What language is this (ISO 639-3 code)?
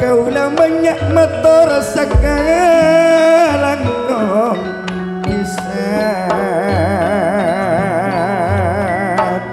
mad